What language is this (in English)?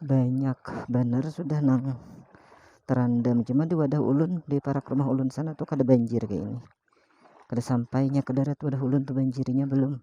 Banjar